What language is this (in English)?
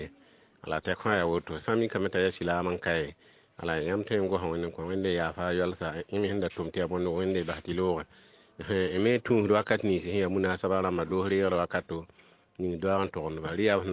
Mossi